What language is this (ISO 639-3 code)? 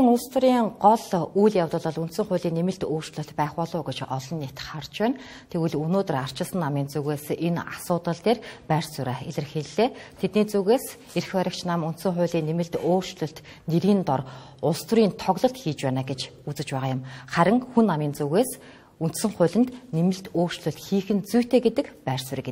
mon